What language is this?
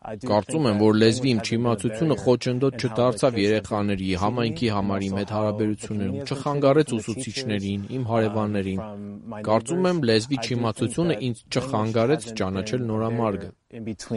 Armenian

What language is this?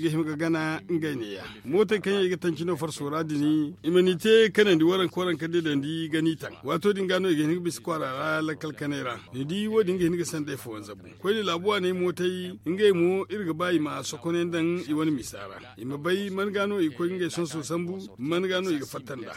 Zarma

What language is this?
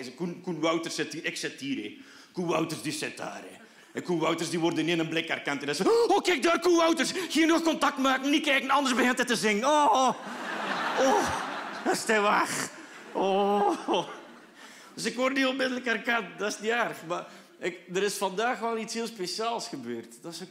Dutch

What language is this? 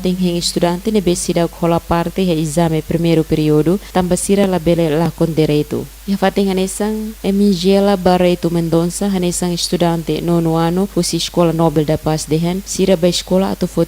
Tetum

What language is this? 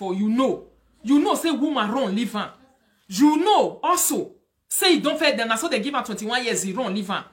Nigerian Pidgin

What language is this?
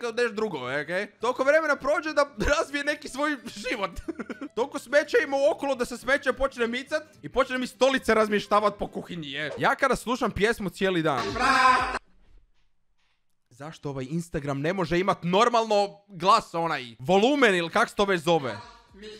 Croatian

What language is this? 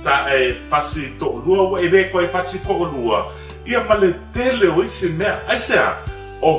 Samoan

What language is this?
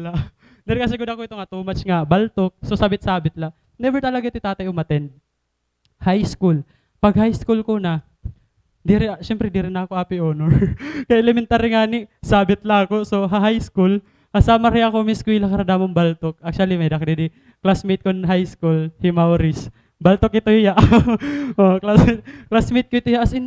Waray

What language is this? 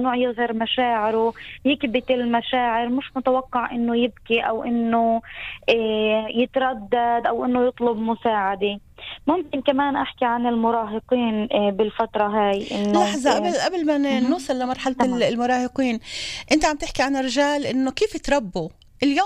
North Levantine Arabic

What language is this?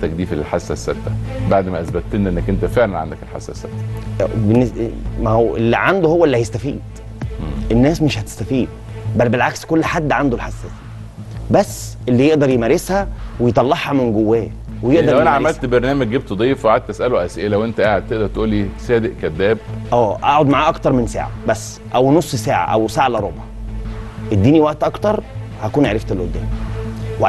Egyptian Arabic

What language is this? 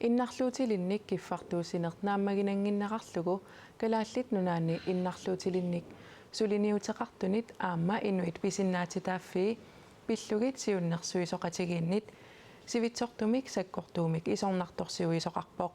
Kalaallisut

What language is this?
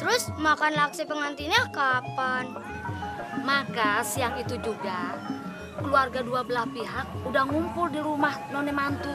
Betawi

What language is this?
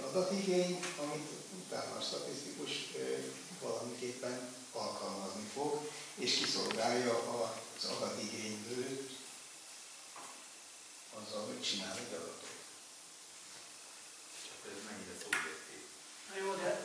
Hungarian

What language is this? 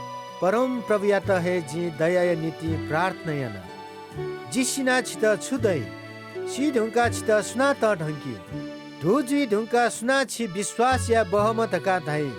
Newari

